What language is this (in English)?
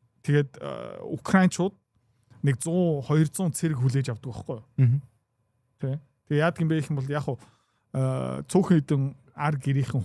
Mongolian